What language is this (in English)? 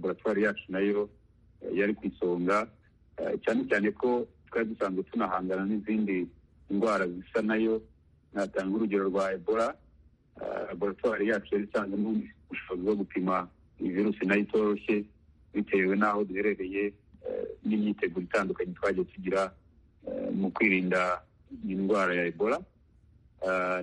Kinyarwanda